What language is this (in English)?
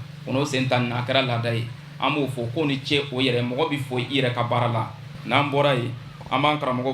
Bambara